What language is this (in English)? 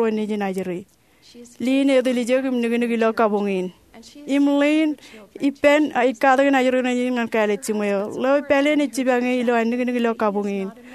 Marshallese